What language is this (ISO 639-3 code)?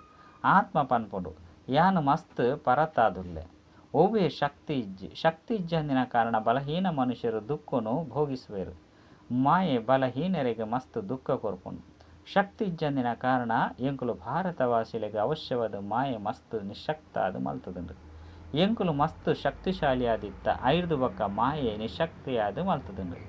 tcy